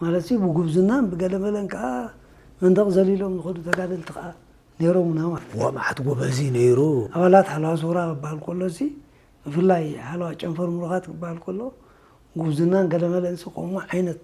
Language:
Tigrinya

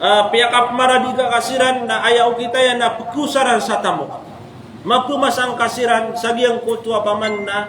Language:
Maranao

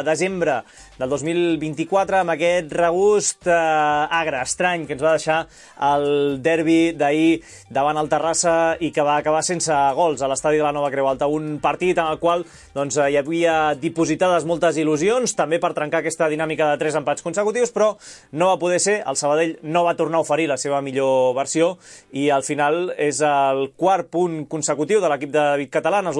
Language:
Catalan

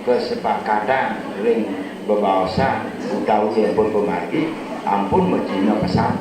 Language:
Balinese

